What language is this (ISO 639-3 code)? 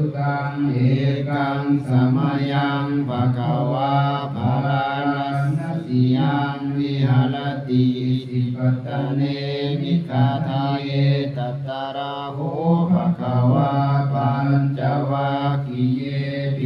pli